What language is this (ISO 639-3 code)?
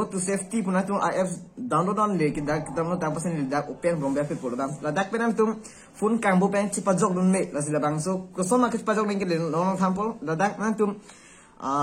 mjw